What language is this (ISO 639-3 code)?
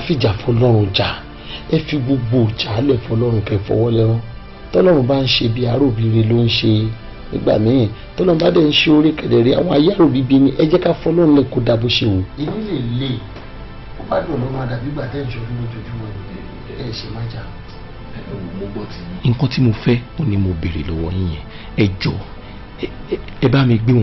yor